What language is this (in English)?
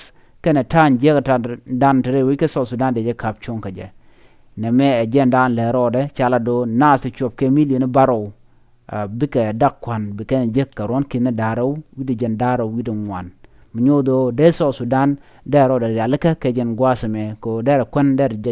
Nuer